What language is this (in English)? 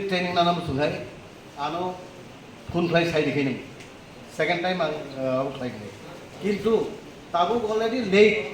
Kok Borok